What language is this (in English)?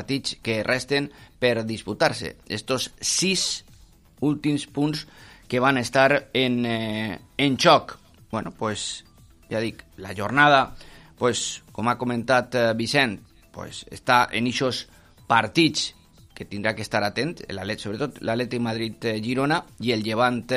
Catalan